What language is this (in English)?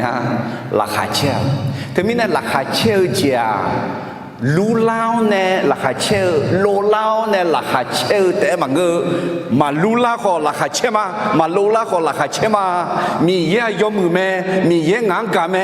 Akha